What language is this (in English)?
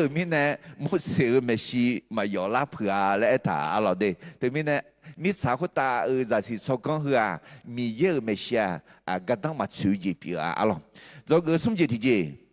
Akha